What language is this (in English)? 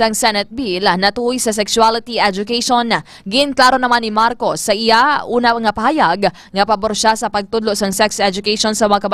Hiligaynon